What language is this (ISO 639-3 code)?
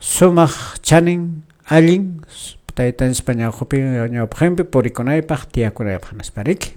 que